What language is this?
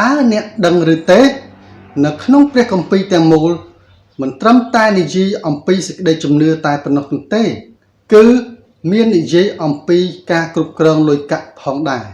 Khmer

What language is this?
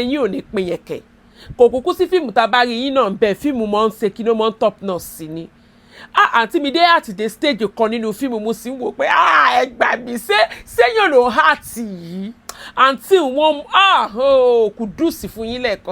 Yoruba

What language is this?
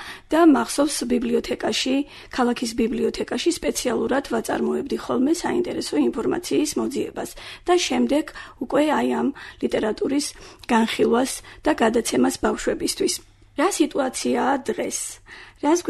Georgian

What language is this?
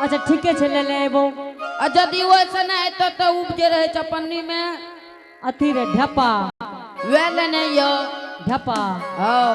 Angika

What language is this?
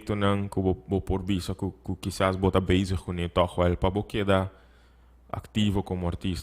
Papiamento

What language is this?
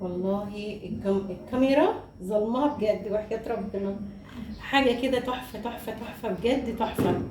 Egyptian Arabic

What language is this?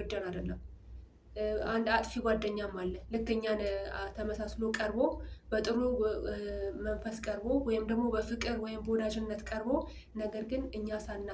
Amharic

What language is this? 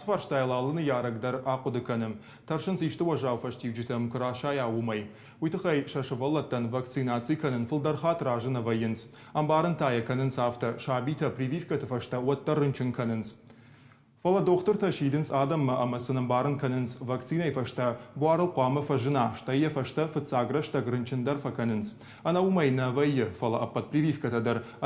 Ossetic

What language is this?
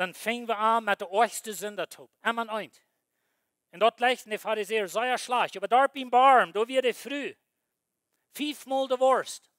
Plautdietsch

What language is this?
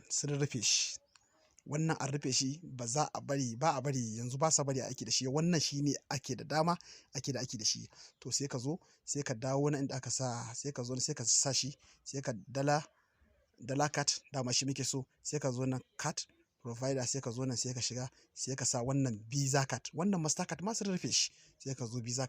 Hausa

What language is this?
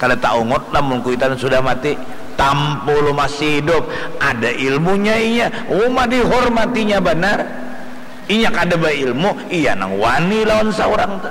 Banjar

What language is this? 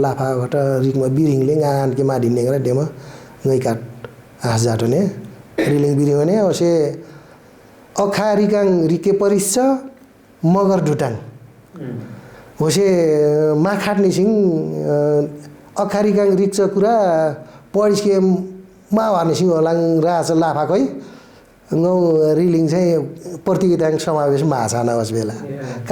Nepali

